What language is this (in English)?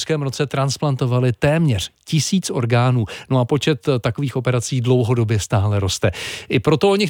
Czech